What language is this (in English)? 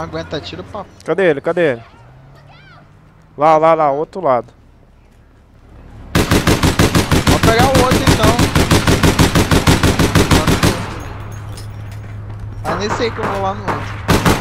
Portuguese